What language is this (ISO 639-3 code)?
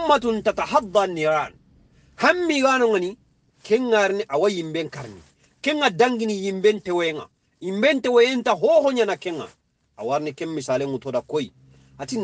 snk